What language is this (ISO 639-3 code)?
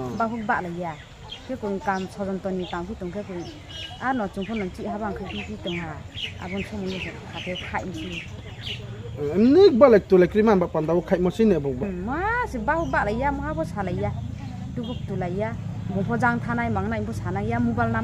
ria